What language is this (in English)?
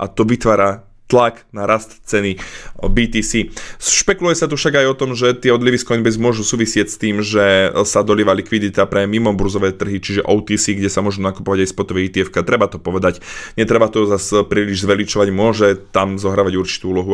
Slovak